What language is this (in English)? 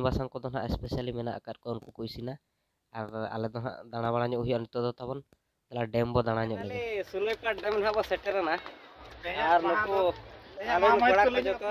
Santali